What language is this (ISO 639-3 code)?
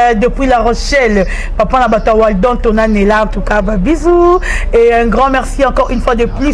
lin